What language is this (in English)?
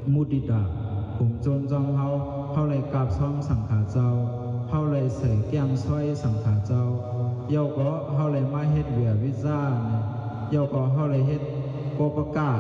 Shan